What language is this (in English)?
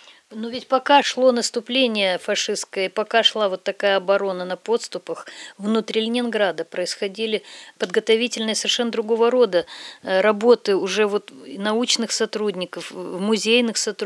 Russian